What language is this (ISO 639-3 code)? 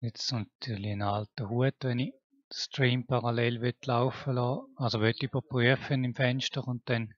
gsw